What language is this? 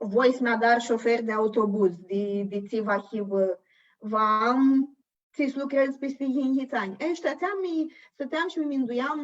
Aromanian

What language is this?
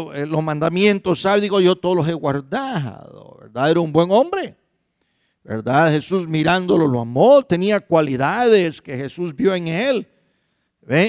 Spanish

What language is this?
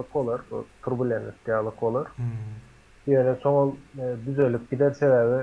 Turkmen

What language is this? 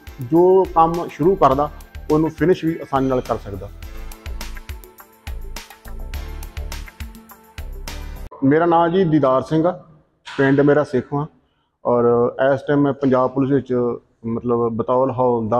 Punjabi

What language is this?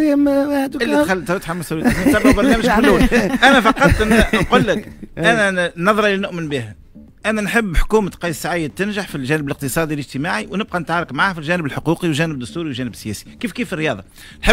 Tunisian Arabic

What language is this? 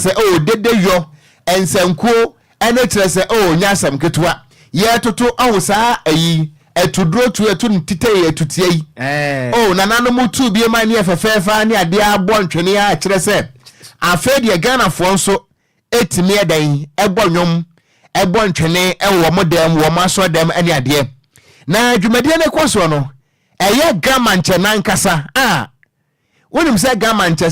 Akan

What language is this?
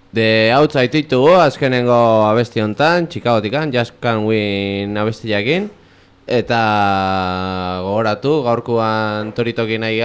Basque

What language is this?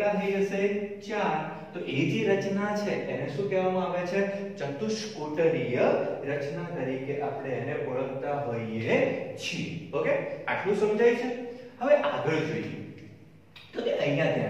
Gujarati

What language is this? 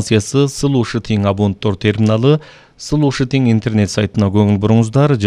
Kyrgyz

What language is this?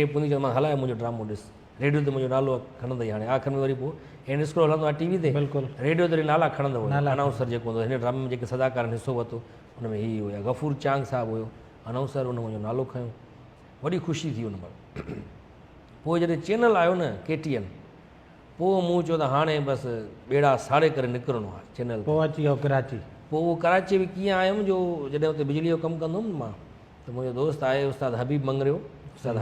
Sindhi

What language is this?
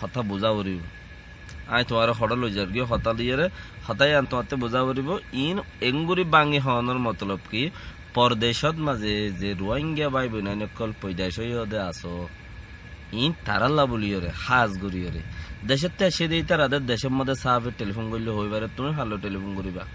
Rohingya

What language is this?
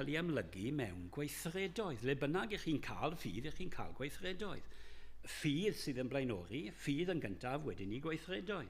Welsh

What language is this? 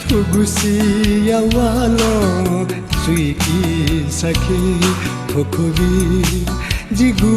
Newari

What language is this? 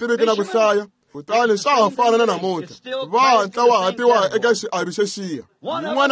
Tsonga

